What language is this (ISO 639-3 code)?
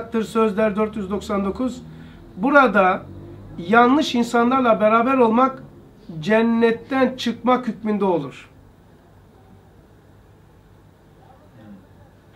tur